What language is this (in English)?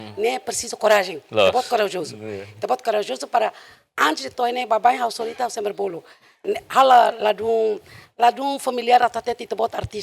Tetum